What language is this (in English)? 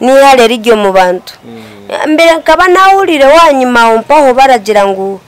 Nyankole